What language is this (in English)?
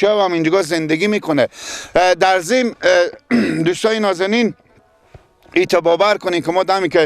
Persian